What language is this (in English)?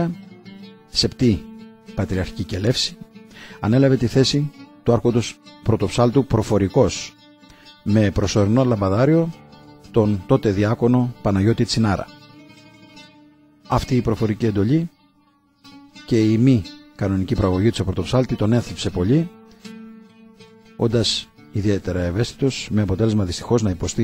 Greek